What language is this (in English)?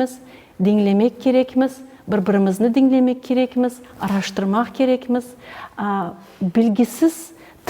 Crimean Tatar